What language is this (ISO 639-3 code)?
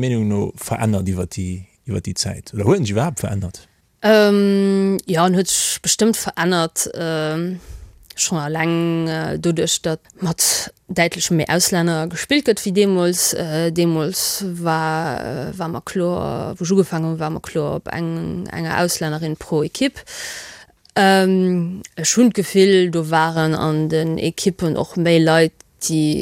ltz